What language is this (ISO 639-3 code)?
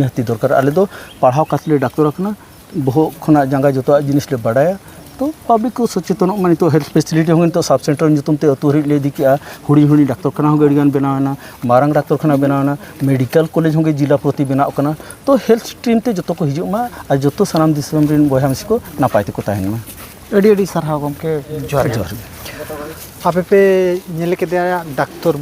sat